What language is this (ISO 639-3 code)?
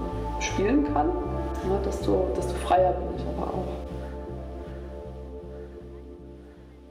deu